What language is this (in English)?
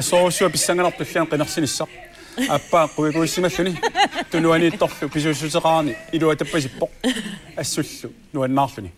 Kalaallisut